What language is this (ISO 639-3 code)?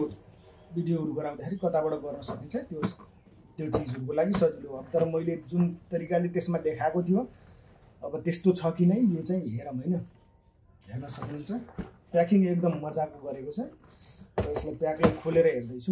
nep